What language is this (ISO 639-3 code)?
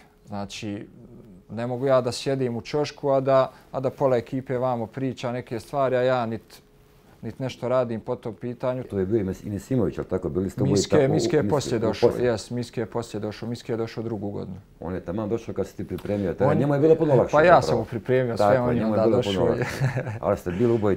bos